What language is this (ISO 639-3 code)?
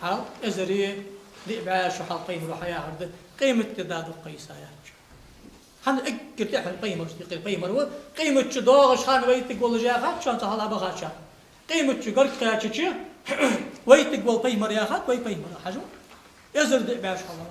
inh